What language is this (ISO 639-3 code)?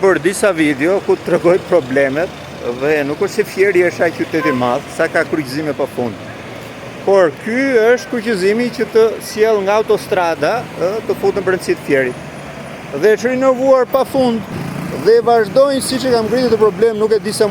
sqi